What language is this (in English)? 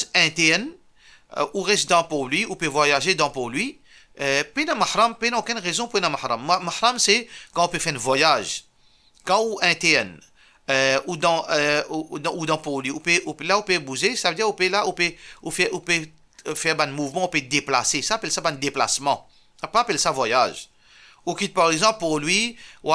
Morisyen